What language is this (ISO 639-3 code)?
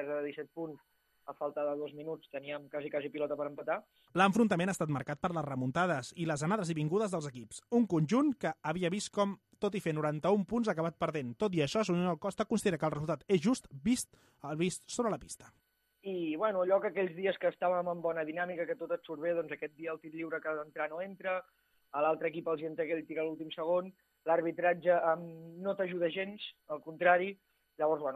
cat